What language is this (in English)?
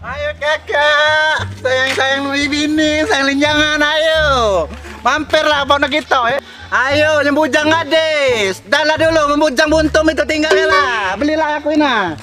Musi